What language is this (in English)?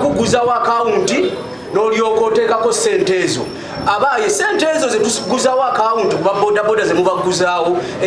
Ganda